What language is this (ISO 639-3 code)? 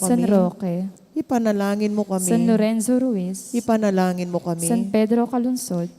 pam